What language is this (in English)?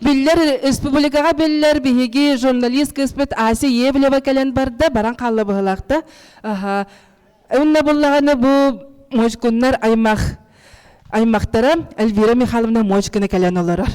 Yakut